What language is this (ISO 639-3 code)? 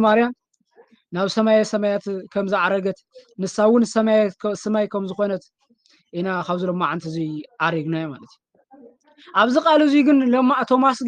tir